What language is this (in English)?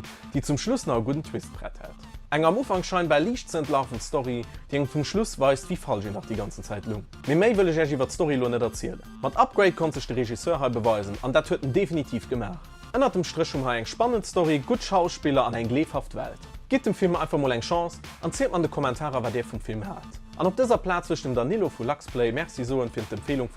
Luxembourgish